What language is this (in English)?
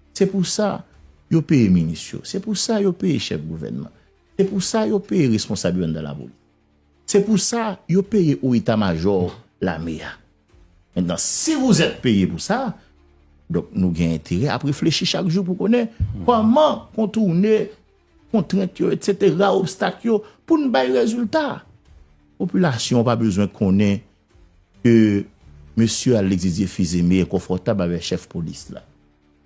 Haitian Creole